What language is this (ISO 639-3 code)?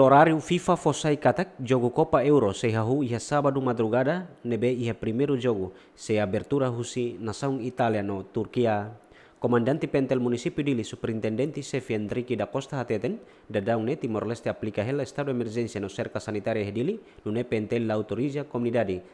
tet